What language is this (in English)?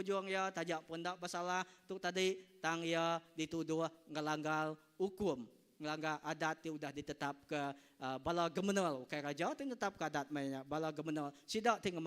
Iban